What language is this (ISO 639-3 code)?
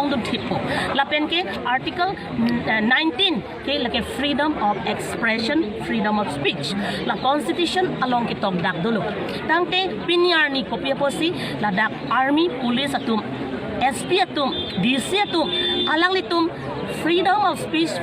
mjw